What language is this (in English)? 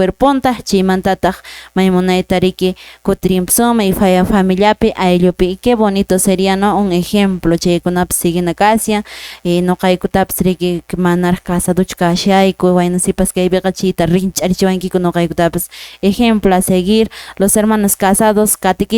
Quechua